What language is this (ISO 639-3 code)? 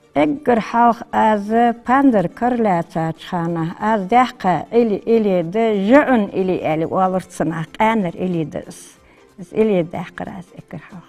inh